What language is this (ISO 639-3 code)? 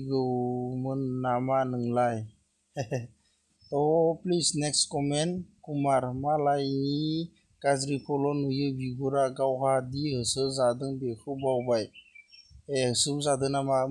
brx